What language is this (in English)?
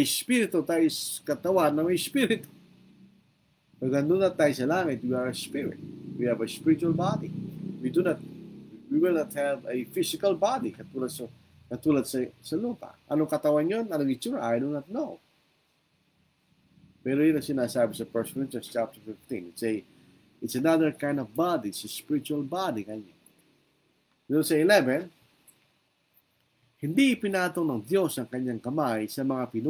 Filipino